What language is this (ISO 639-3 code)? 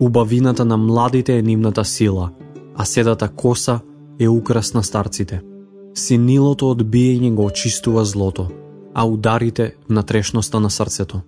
mkd